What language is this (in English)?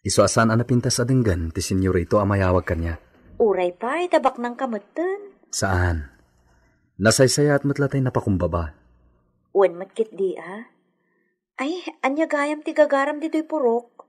Iloko